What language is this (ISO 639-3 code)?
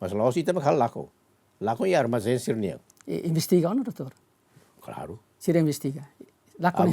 tet